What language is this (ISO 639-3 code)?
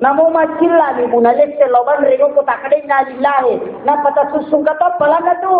bug